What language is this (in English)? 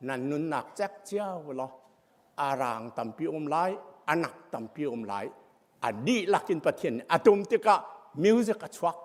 Hakha Chin